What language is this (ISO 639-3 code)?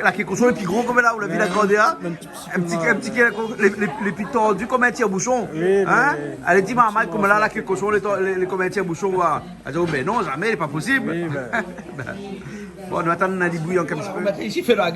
rcf